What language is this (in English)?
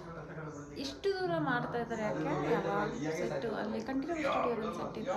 Kannada